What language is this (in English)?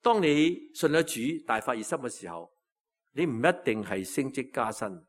Cantonese